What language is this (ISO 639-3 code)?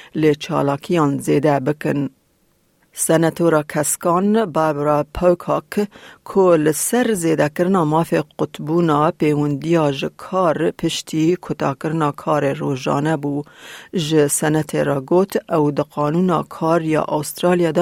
kur